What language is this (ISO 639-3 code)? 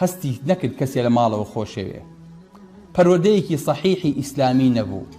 ckb